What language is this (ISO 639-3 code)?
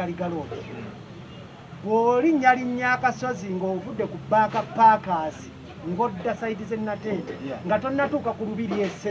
lug